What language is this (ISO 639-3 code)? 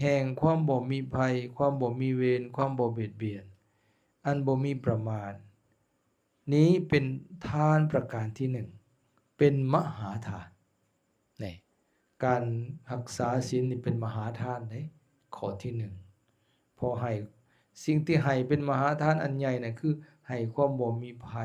lao